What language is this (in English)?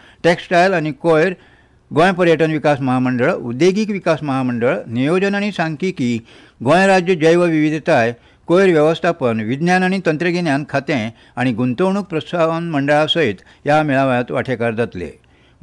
Konkani